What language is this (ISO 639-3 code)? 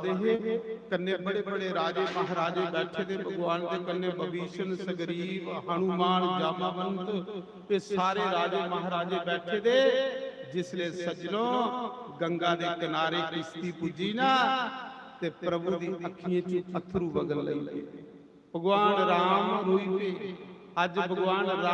doi